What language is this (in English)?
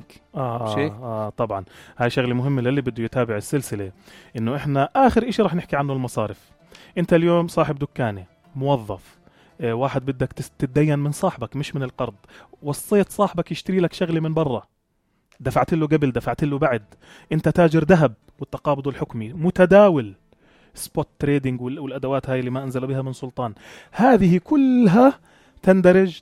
North Levantine Arabic